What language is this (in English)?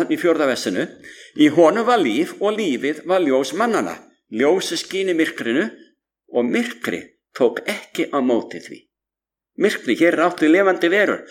Icelandic